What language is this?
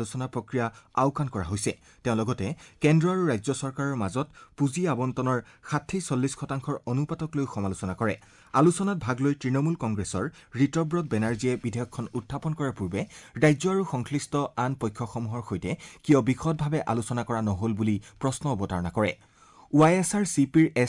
Assamese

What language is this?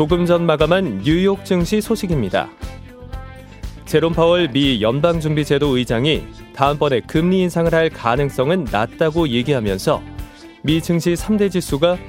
Korean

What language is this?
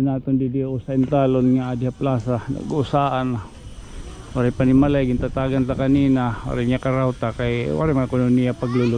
Waray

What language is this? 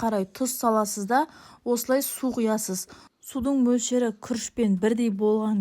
Kazakh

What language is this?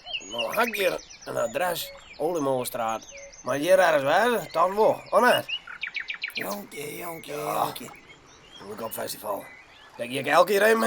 Western Frisian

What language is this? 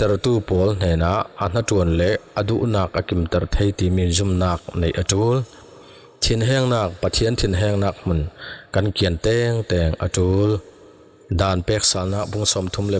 Falam Chin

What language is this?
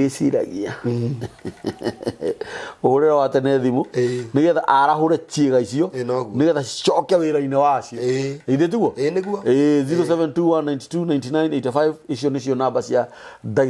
Kikuyu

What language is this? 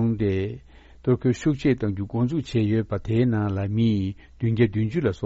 Tibetan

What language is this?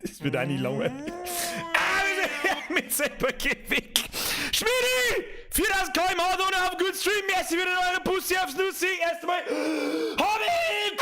Bavarian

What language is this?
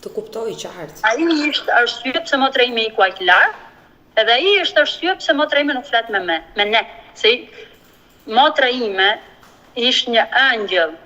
Albanian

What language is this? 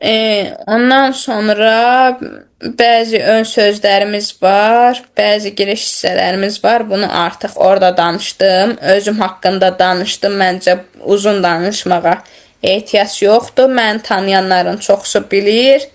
Azerbaijani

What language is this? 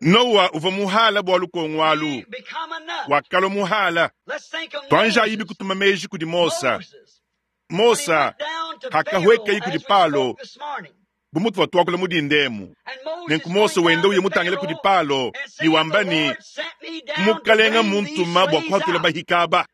Luba-Lulua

